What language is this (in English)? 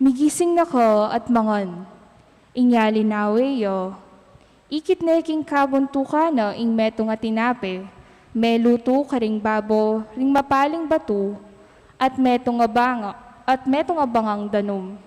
Pampanga